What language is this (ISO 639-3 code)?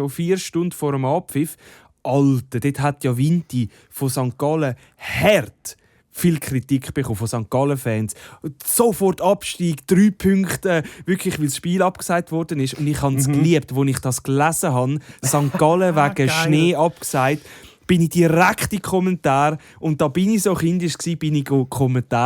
gsw